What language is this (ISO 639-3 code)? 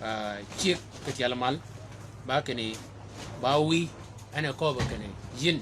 shk